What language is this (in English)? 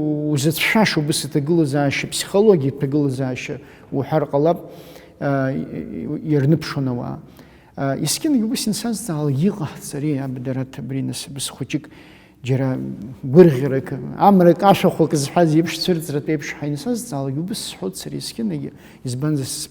Abkhazian